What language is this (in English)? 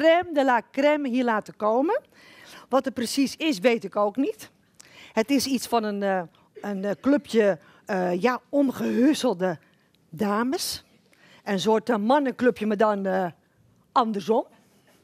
Dutch